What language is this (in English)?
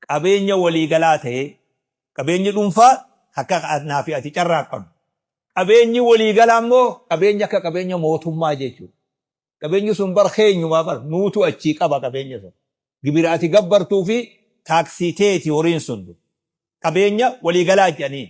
Oromo